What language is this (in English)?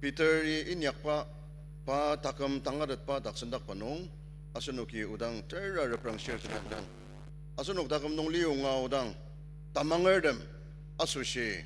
Ao Naga